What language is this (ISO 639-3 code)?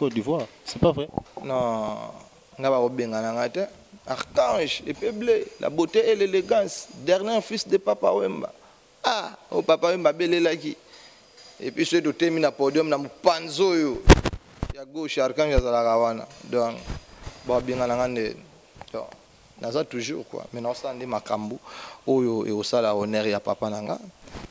lin